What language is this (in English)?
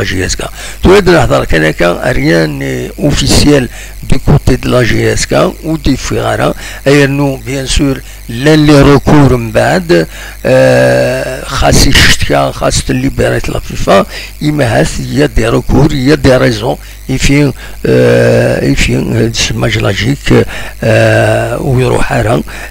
Kabyle